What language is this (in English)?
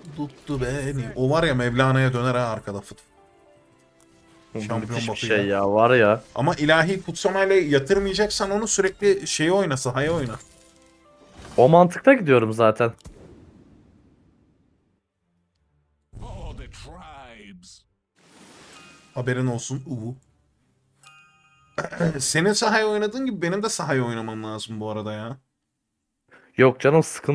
Turkish